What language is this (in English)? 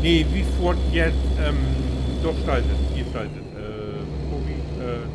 Low German